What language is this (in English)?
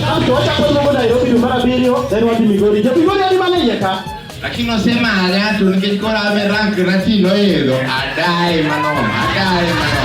Luo (Kenya and Tanzania)